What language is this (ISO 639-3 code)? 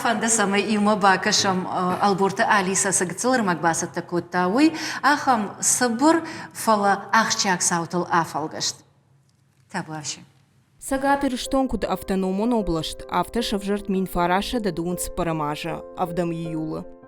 oss